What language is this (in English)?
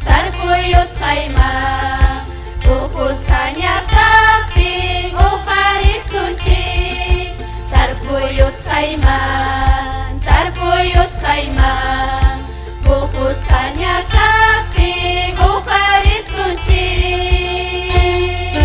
Ayacucho Quechua